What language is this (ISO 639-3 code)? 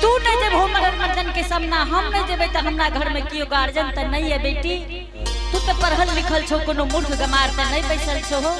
anp